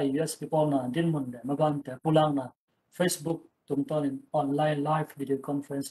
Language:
Tedim Chin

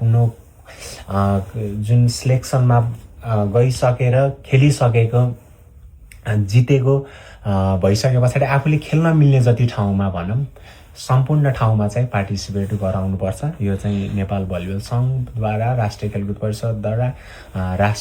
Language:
Nepali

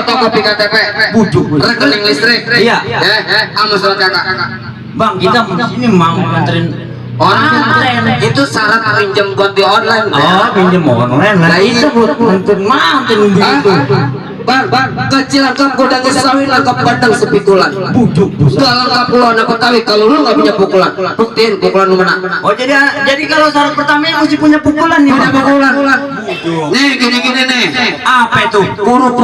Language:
Betawi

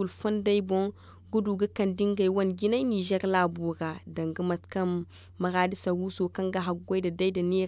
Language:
Zarma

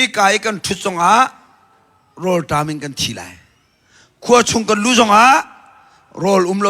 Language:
Hakha Chin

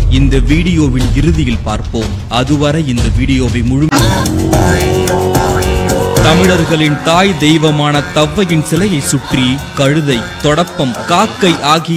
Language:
Tamil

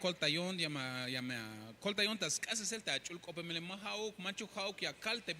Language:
Tzeltal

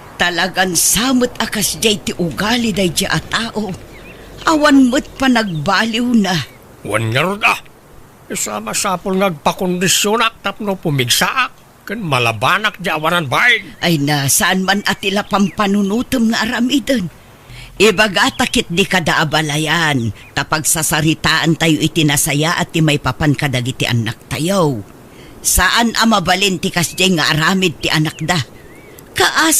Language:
Iloko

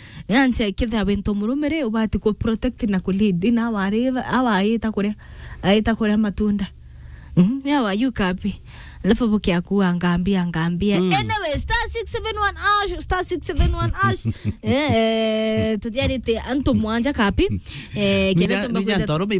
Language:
Meru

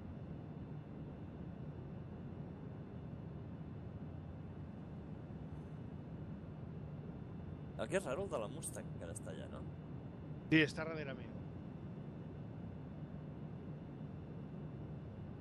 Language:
Catalan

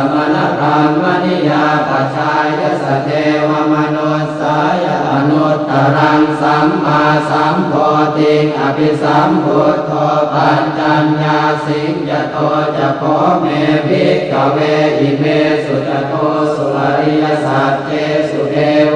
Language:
Pali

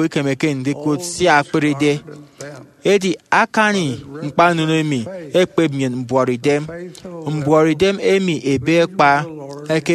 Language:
Efik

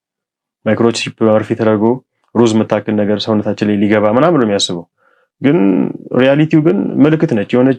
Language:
Amharic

